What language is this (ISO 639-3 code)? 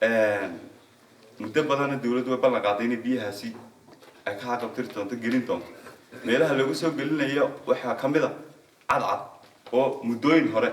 som